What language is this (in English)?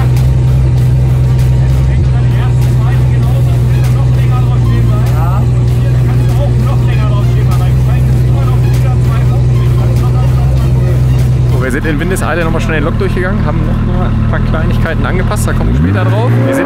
German